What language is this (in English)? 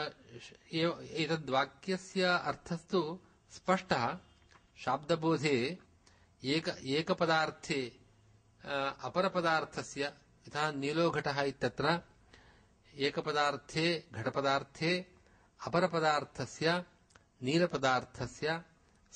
Sanskrit